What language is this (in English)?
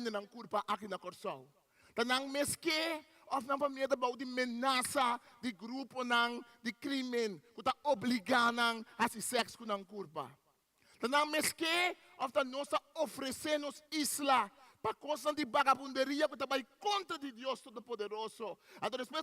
Papiamento